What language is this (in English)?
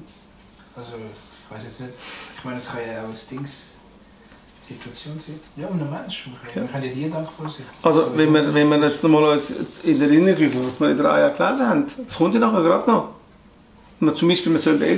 Swiss German